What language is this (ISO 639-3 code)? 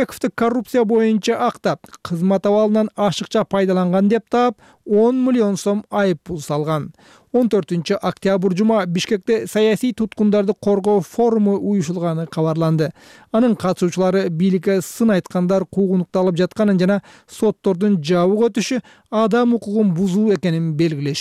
kir